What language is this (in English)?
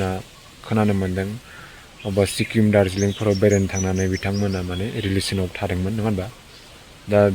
Bodo